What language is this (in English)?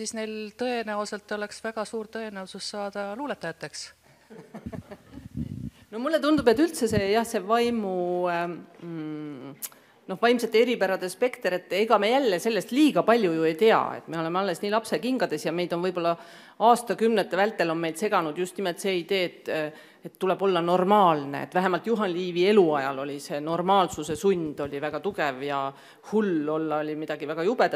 Estonian